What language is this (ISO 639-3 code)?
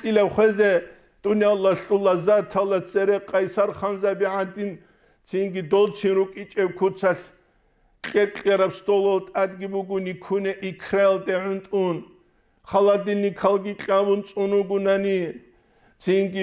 ava